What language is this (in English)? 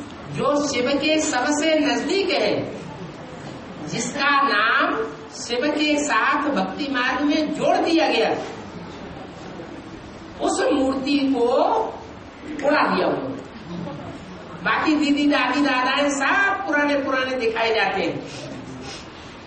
Hindi